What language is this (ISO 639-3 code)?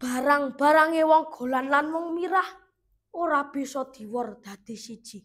jav